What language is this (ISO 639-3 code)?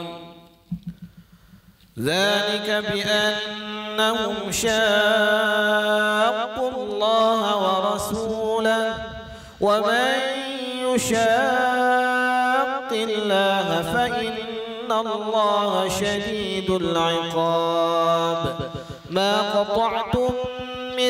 ara